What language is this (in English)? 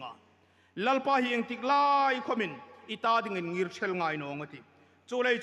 Hmar